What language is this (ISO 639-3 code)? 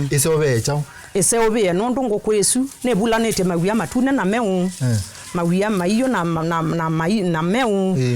kam